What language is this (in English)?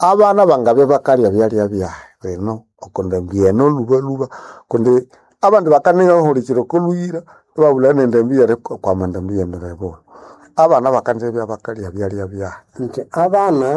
Nande